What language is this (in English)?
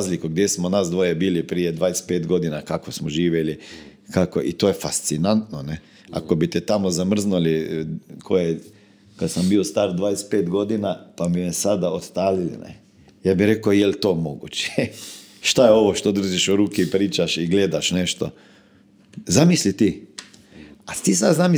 Croatian